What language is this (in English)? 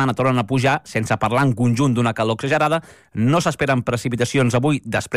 Catalan